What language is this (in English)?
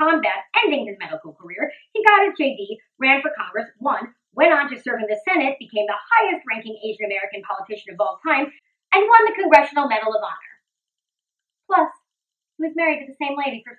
English